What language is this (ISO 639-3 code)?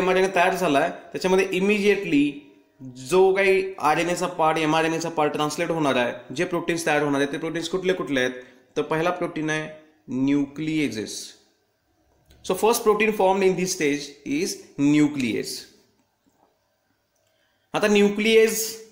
mar